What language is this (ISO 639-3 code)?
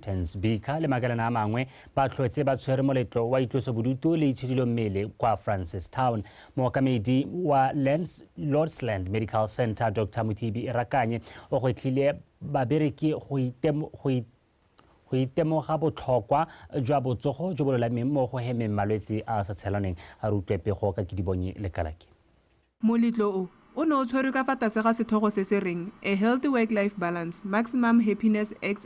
tsn